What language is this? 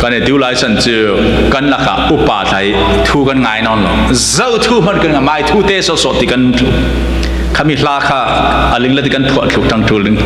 Falam Chin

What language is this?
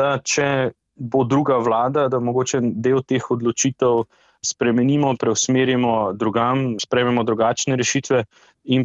Slovenian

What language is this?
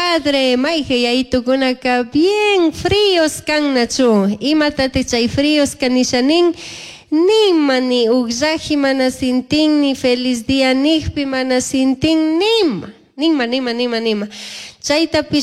Chimborazo Highland Quichua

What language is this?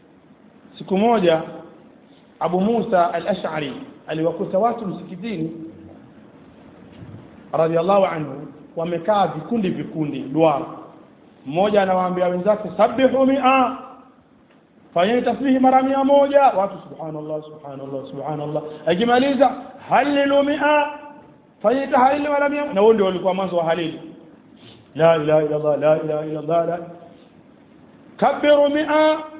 Swahili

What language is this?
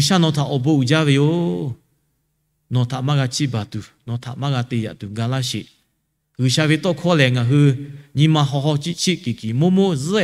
Lahu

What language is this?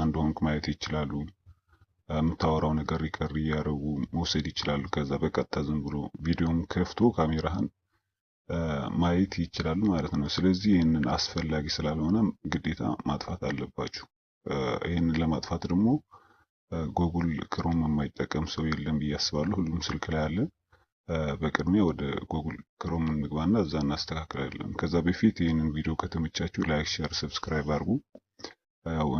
Amharic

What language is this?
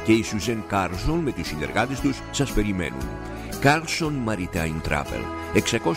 Greek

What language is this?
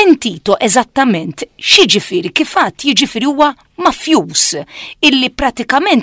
Maltese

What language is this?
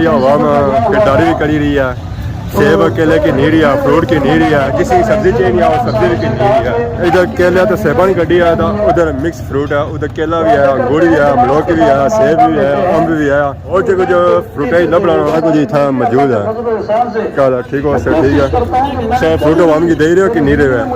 Pahari-Potwari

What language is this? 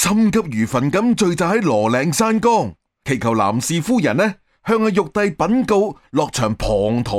Cantonese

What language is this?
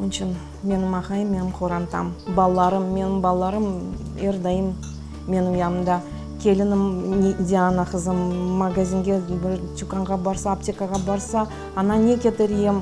Crimean Tatar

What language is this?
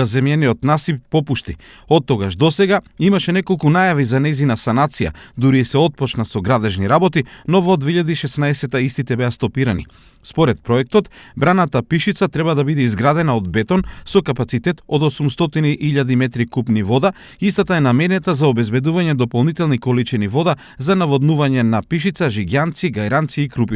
Macedonian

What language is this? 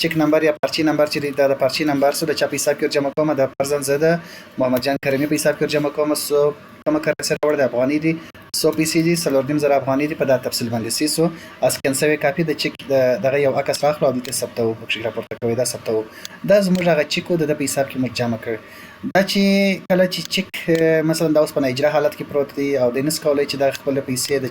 Pashto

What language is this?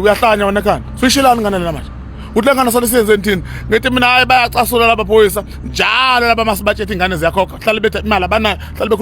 Zulu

